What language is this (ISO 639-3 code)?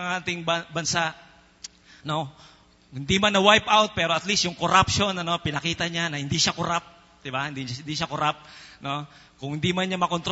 fil